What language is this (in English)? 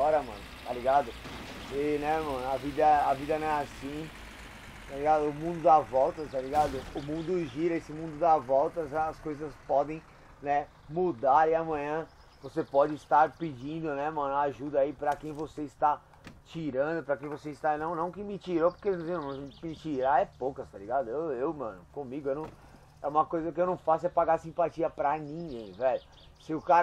Portuguese